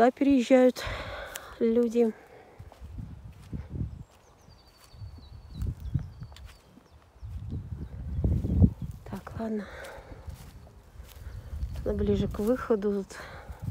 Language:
Russian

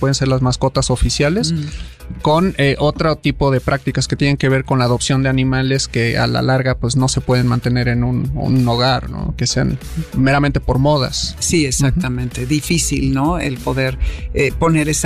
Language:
Spanish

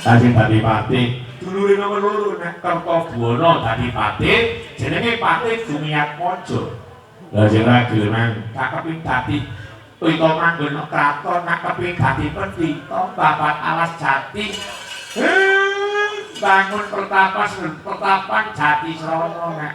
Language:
Javanese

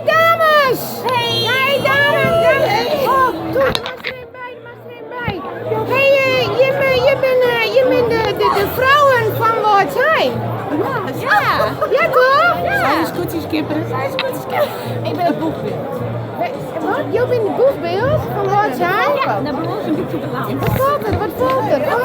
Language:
Western Frisian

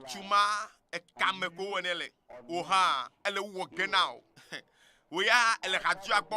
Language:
Ewe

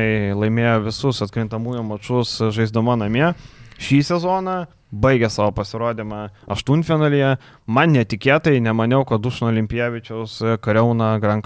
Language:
Lithuanian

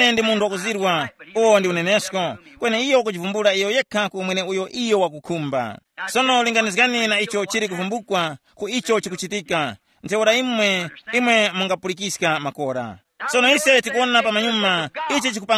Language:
Tumbuka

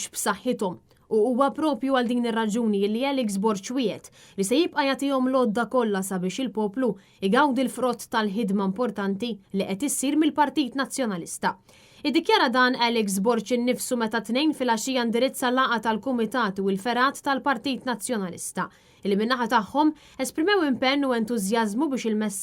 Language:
Maltese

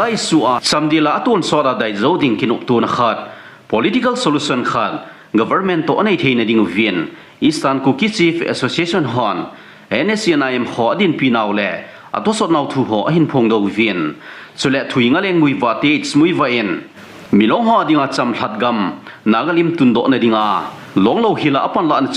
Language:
Thado Chin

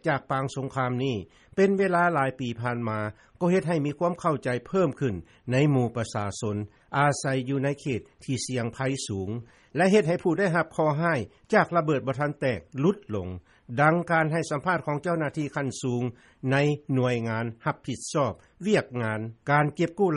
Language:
Lao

